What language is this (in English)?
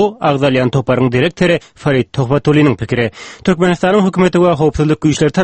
Turkmen